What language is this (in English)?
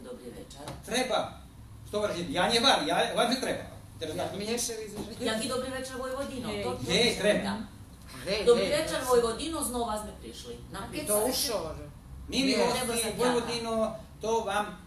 Rusyn